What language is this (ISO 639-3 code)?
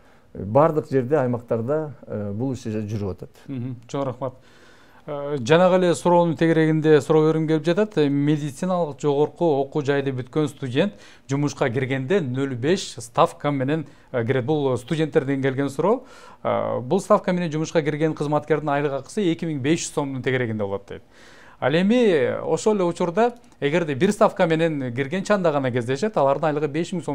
kir